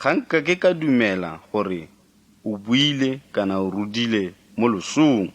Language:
Tswana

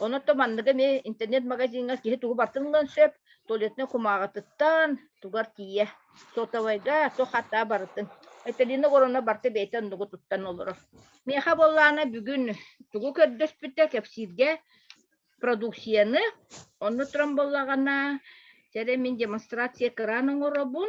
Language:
Yakut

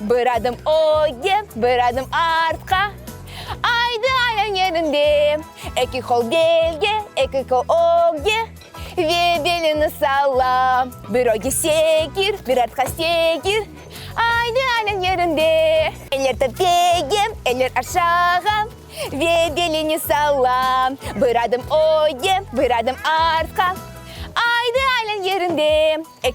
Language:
Crimean Tatar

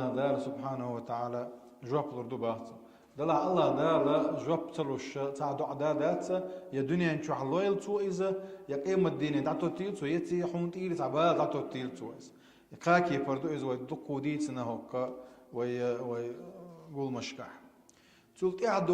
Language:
Chechen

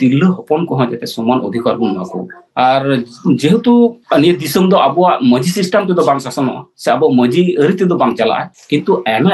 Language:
Santali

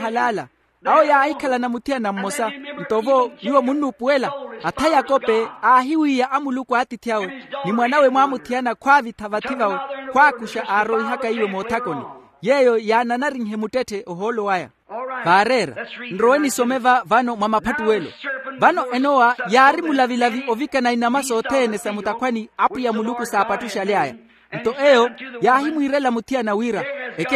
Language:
Makhuwa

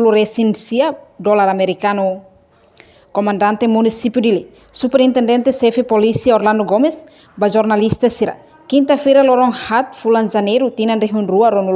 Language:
Tetum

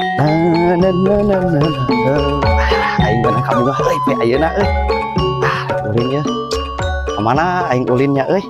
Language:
Sundanese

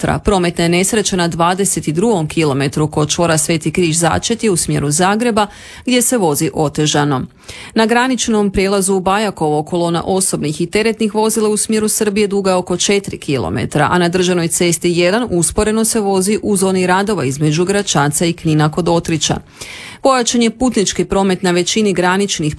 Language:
Croatian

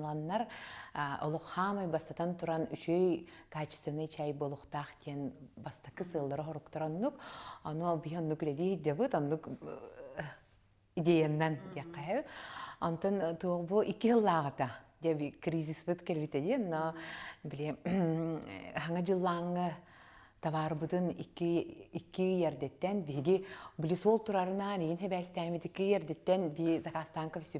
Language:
Yakut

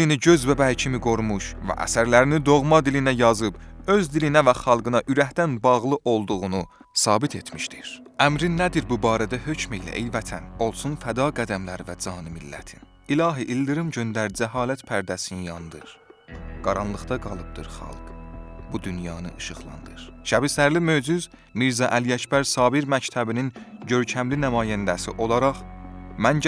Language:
South Azerbaijani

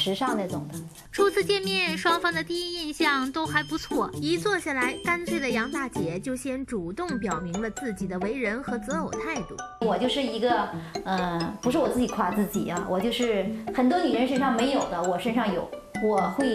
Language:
Chinese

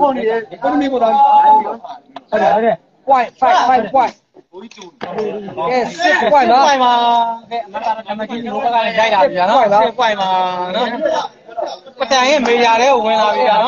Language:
Burmese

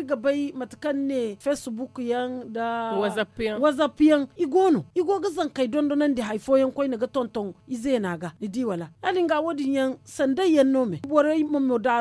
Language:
Zarma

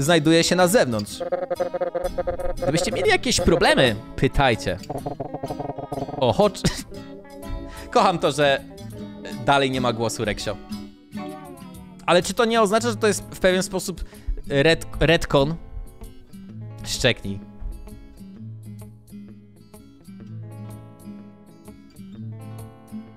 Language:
Polish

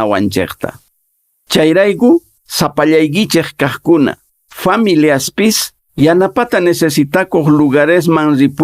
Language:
Quechua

